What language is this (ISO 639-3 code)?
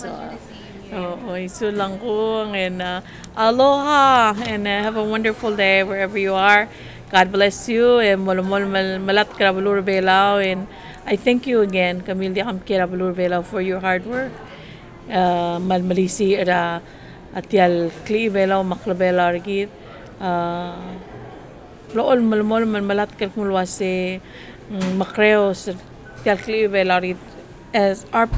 fil